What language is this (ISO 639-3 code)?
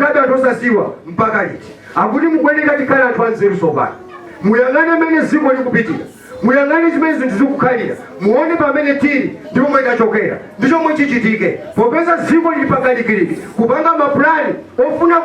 nya